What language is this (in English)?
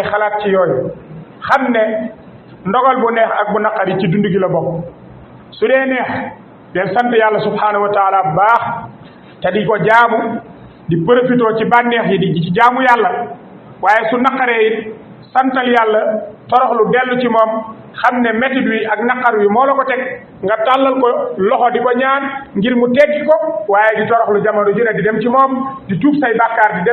Wolof